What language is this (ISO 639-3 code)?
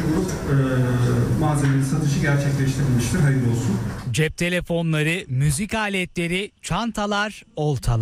tur